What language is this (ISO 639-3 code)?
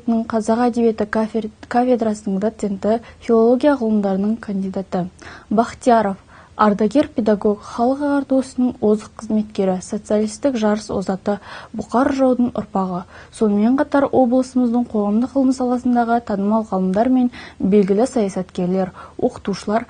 kaz